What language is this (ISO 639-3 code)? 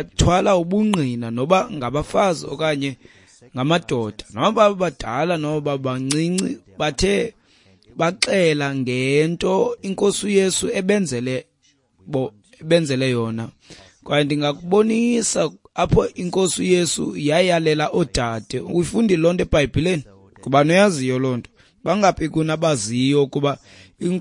xho